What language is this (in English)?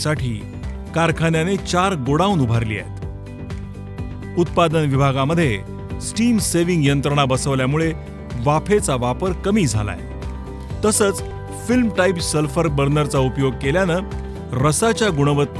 Marathi